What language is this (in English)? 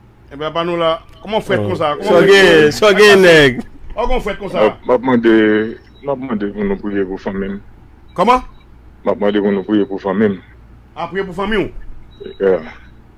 Haitian Creole